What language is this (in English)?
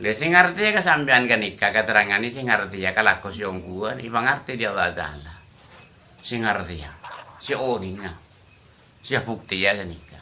Madurese